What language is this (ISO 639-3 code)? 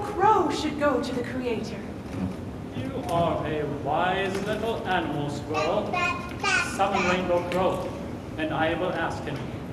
eng